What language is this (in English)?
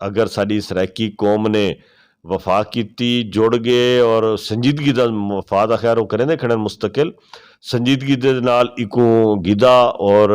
Saraiki